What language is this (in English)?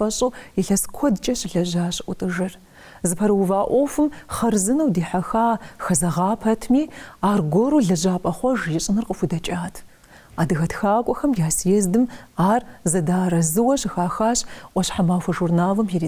Kabardian